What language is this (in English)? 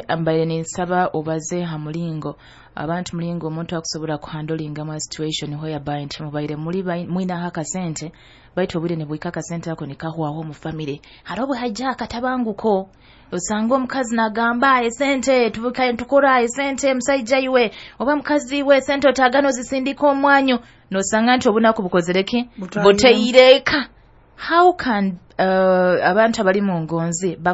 Nyoro